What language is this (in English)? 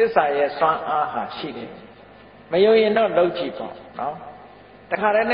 Burmese